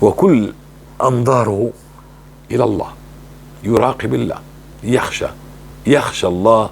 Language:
North Levantine Arabic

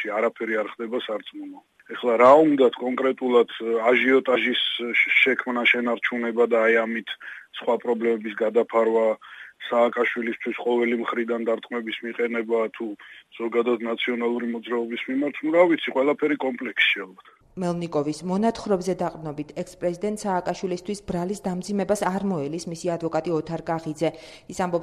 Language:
Georgian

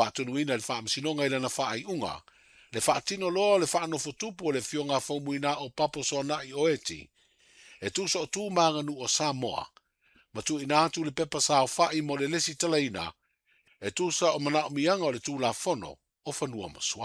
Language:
Samoan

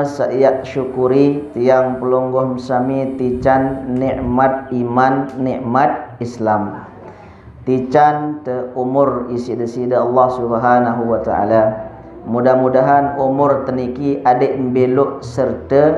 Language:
Sasak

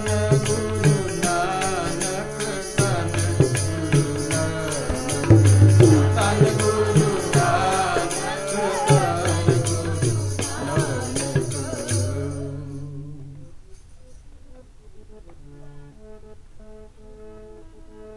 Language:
Punjabi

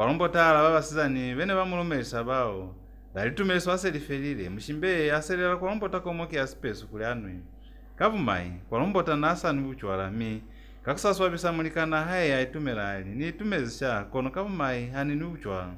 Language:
Lozi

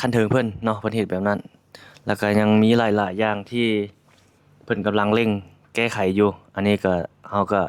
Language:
Lao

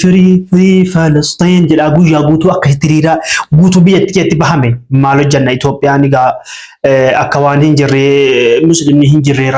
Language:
Oromo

